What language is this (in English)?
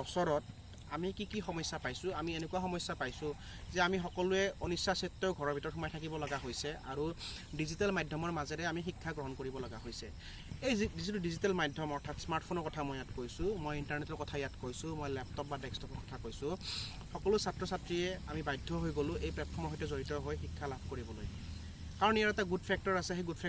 Assamese